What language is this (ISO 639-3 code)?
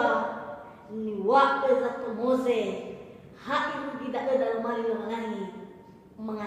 nia